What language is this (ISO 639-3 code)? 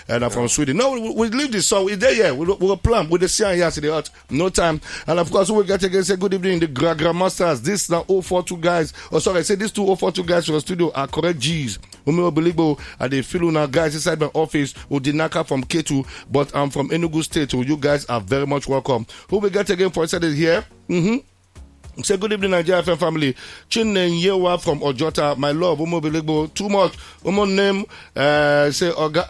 pcm